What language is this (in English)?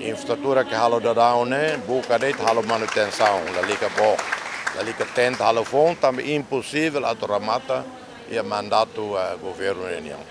Tetum